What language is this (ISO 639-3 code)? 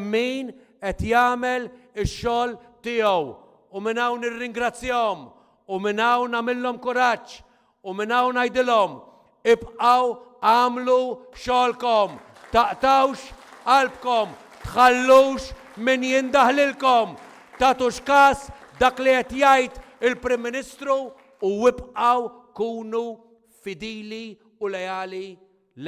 mlt